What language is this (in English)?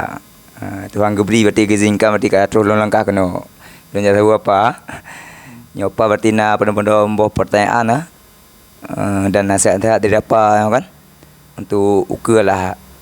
Achinese